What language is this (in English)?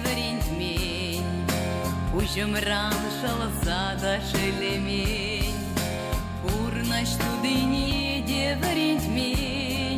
Chuvash